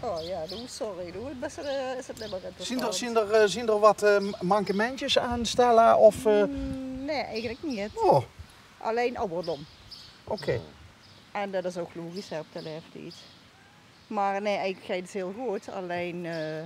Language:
Limburgish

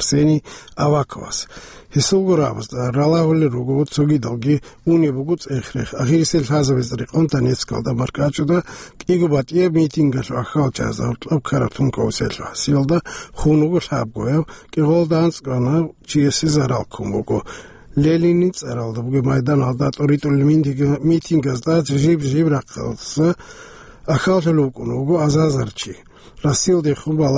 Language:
Avaric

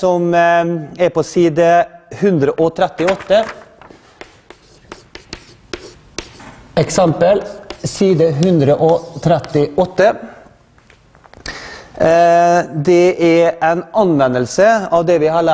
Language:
Norwegian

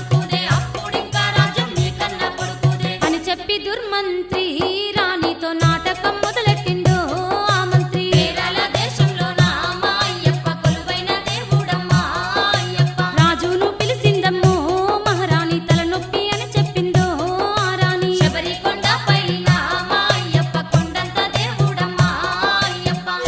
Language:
Telugu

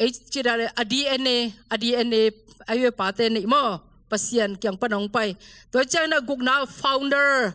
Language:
Tedim Chin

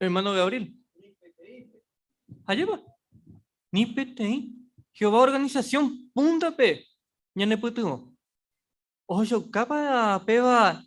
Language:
Guarani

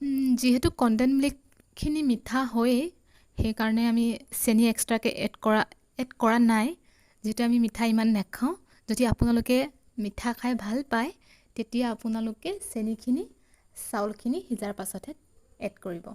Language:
Assamese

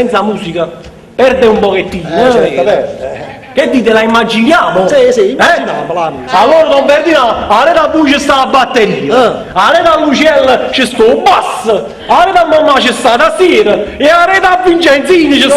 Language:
Neapolitan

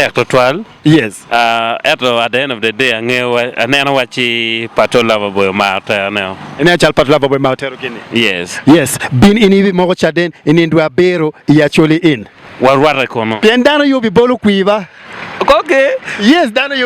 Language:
Acoli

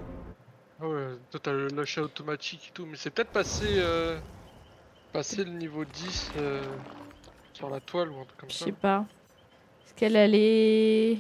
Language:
French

